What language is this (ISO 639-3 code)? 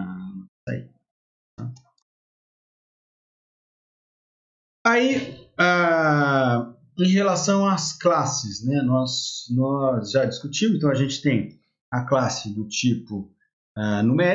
por